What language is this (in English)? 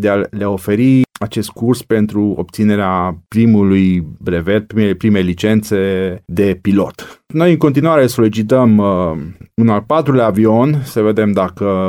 Romanian